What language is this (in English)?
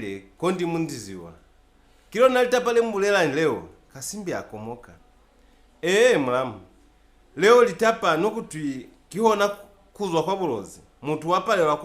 Lozi